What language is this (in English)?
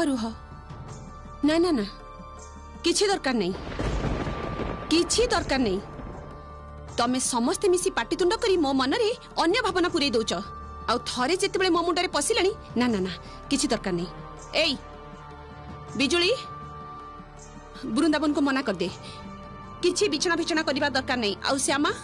Odia